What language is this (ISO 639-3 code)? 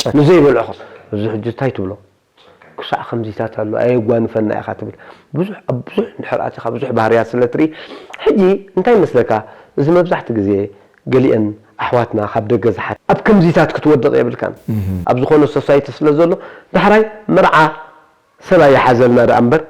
tir